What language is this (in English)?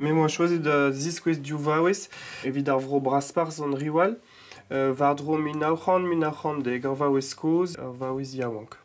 Breton